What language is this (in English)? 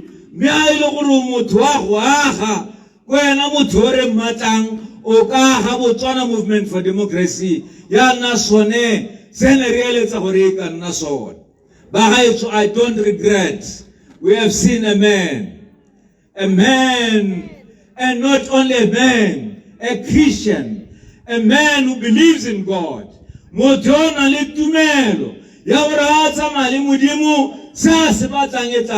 Tswana